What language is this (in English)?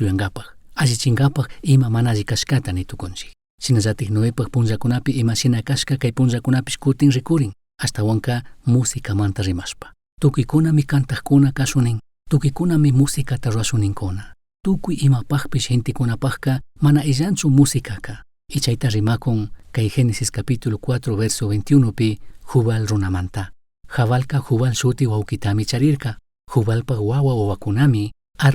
Chimborazo Highland Quichua